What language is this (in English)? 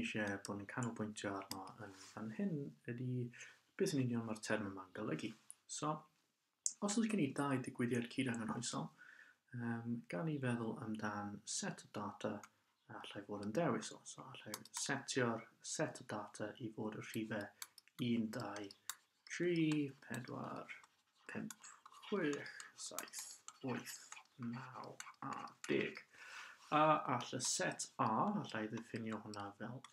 Welsh